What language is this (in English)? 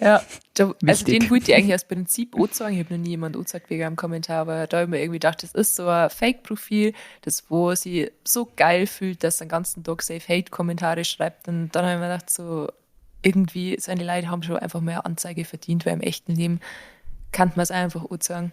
Bavarian